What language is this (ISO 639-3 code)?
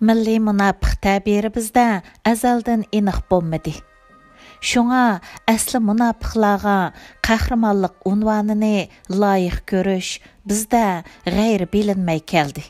uig